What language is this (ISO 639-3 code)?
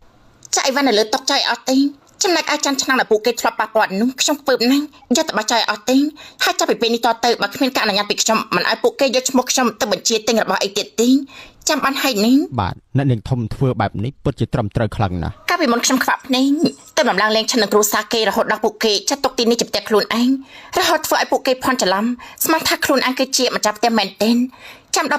khm